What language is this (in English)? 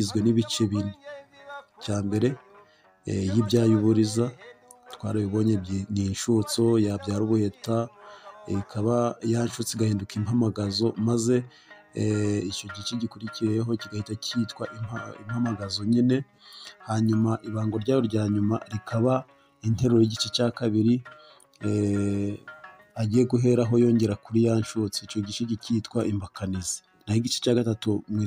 Kinyarwanda